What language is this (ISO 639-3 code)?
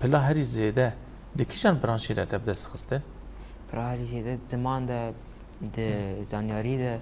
kur